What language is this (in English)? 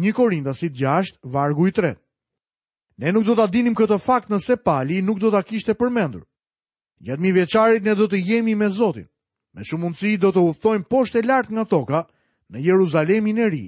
Albanian